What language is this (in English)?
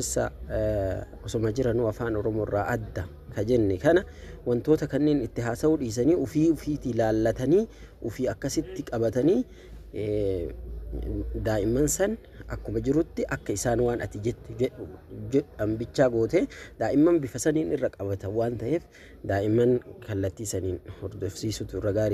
Oromo